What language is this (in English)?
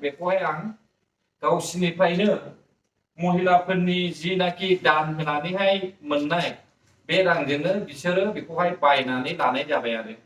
Bodo